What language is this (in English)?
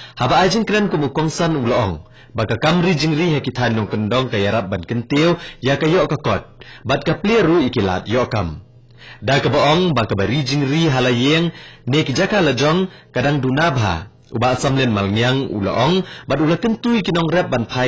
Khasi